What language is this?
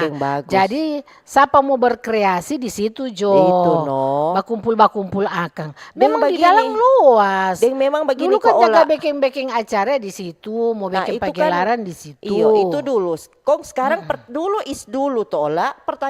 Manado Malay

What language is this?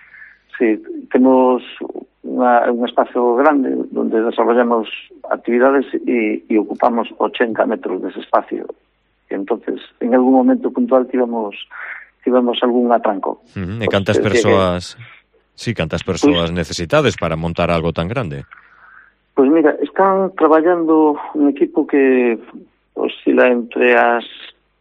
Galician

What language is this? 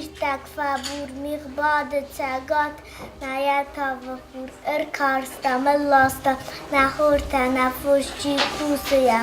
Ossetic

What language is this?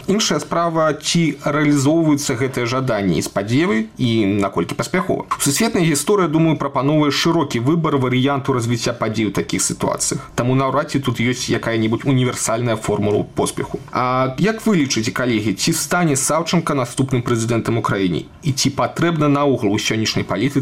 Belarusian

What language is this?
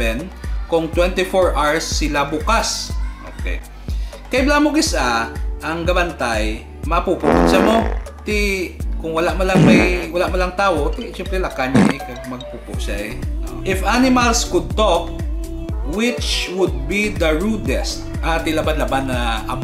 Hiligaynon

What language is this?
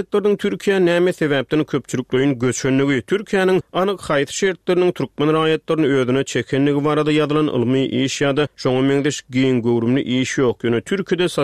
Turkmen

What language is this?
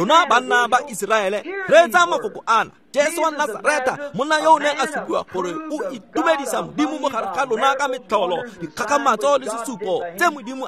Tswana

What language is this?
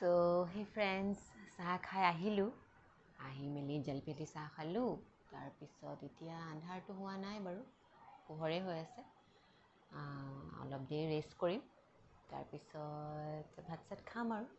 Assamese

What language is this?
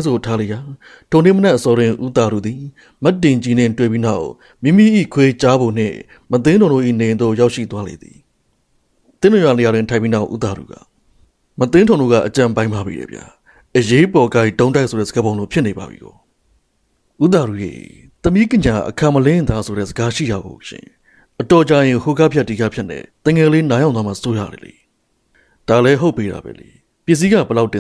Burmese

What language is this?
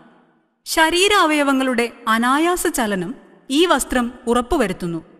Malayalam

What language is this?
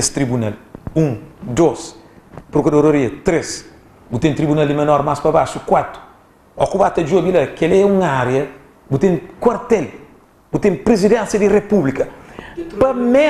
Kabuverdianu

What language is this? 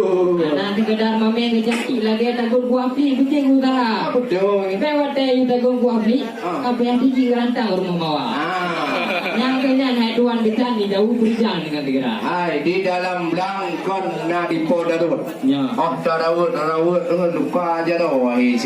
Achinese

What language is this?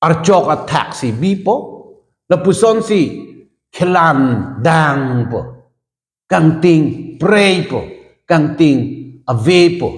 Karbi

